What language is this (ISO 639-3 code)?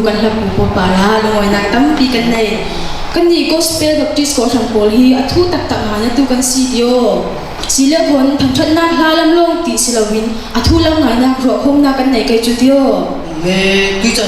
cfm